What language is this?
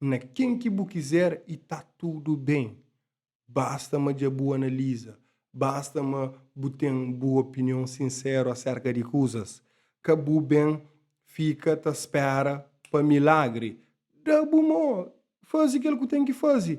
Kabuverdianu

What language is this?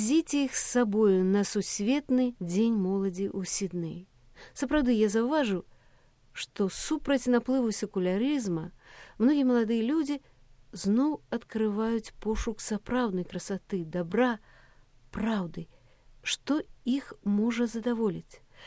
Belarusian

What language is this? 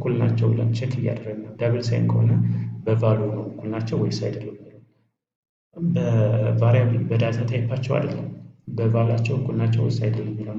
Amharic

